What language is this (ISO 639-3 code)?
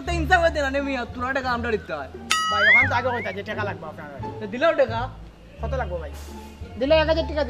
syl